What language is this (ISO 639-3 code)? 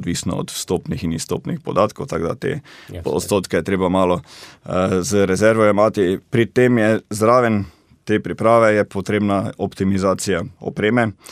slv